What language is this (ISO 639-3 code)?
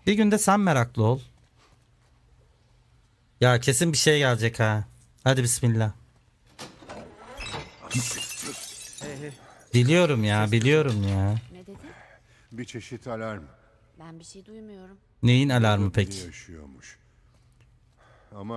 tur